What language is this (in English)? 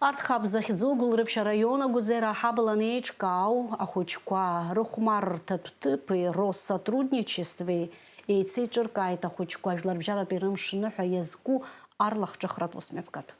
Abkhazian